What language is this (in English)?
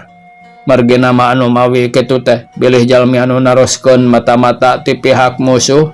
Sundanese